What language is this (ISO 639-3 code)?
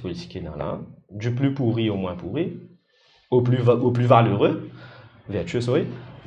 mfe